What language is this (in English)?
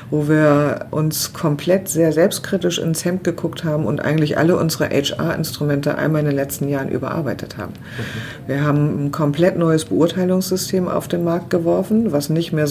German